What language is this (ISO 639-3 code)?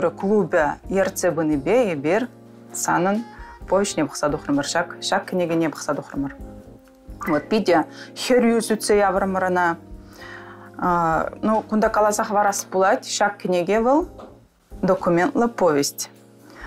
chv